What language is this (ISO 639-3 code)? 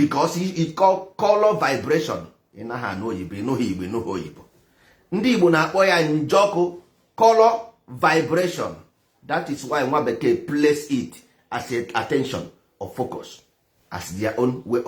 ibo